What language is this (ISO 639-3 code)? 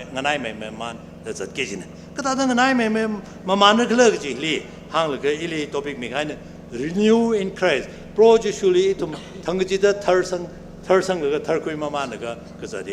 nmf